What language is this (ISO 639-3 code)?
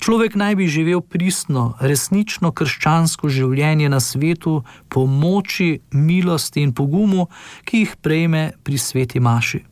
slv